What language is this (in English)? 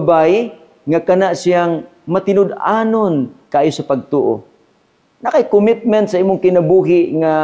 Cebuano